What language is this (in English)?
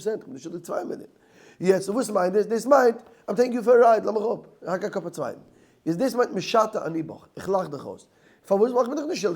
Yiddish